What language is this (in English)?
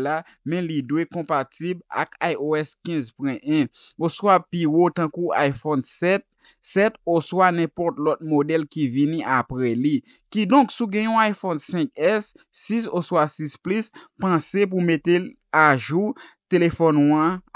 Haitian Creole